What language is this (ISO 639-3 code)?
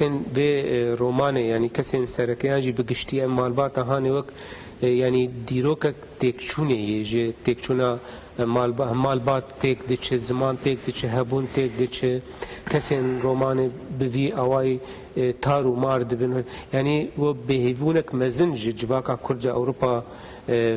kur